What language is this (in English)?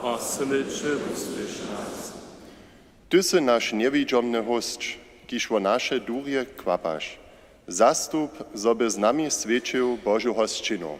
Upper Sorbian